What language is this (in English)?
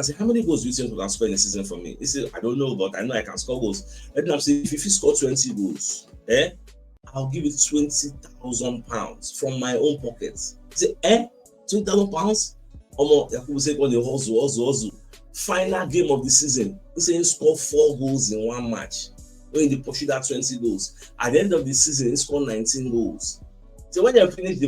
Nigerian Pidgin